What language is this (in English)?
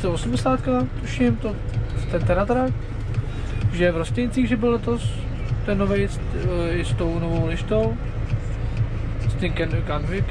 Czech